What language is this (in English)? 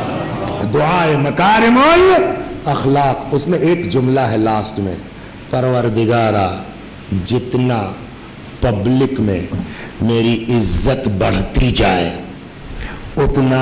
Urdu